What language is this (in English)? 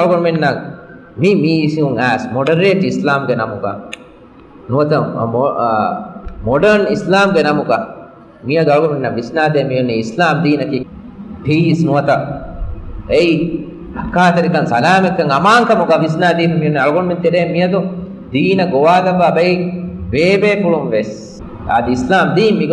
Divehi